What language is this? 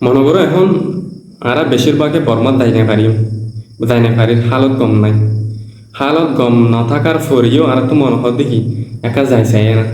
Rohingya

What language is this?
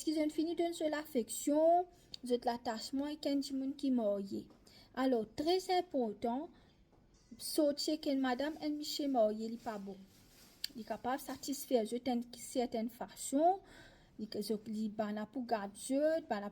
Morisyen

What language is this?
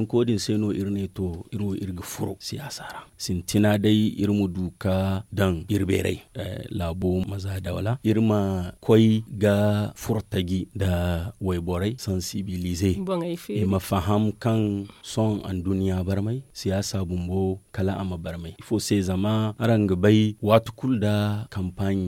Zarma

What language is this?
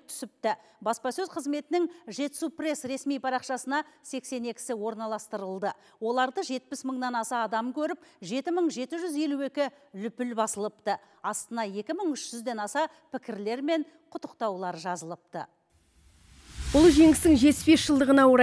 Kazakh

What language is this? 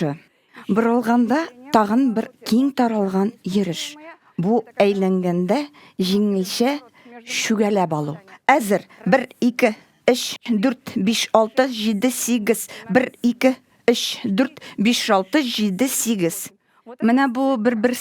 Tatar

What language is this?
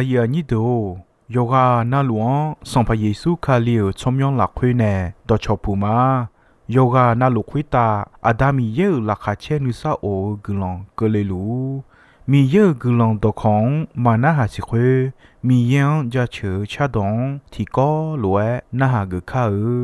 Akha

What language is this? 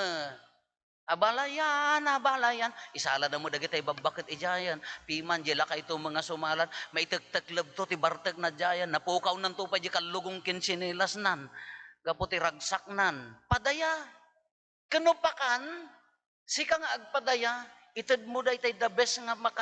Iloko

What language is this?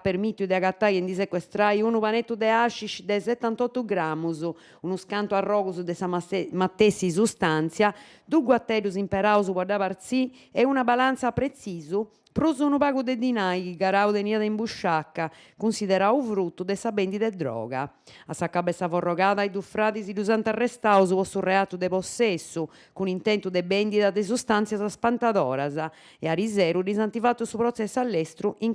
Sardinian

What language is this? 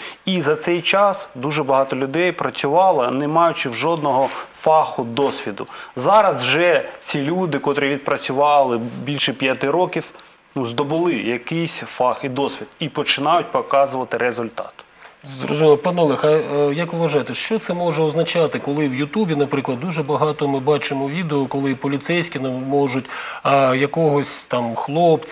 Ukrainian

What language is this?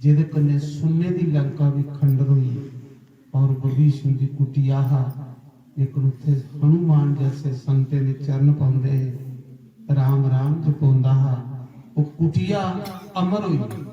Dogri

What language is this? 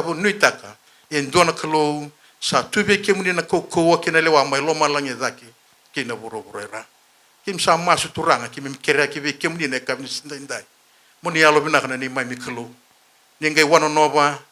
Fijian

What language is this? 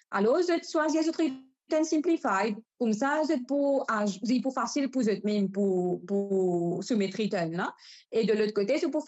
Morisyen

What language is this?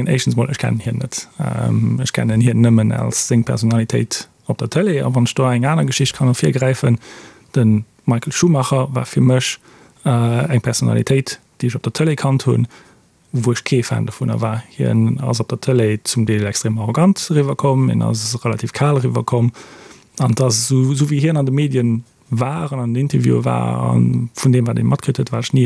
Luxembourgish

